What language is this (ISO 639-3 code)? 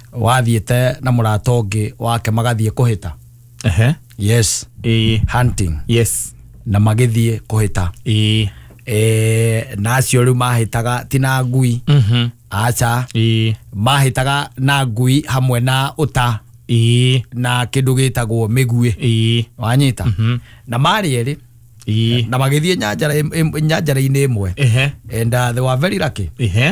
kik